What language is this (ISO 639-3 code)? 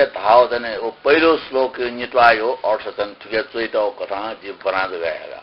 new